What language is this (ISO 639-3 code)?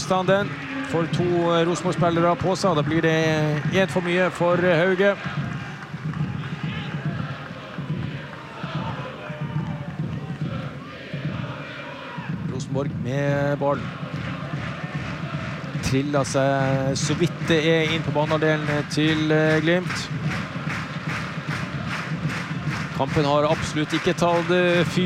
nor